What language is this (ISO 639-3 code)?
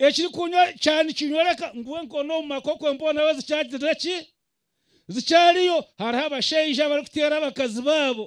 nyn